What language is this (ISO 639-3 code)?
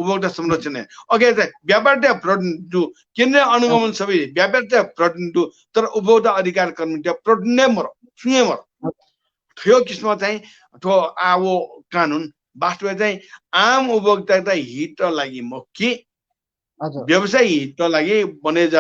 new